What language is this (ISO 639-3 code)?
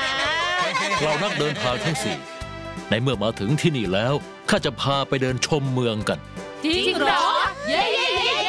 tha